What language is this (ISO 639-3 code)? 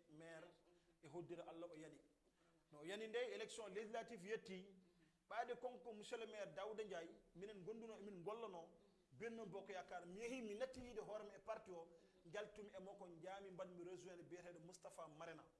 ful